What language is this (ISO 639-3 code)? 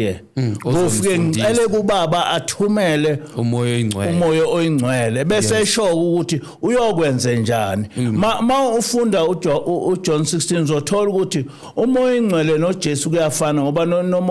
zul